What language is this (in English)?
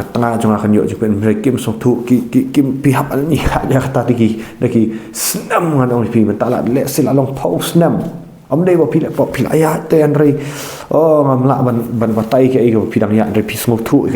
Khasi